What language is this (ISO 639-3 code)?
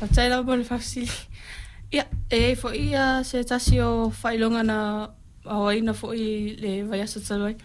smo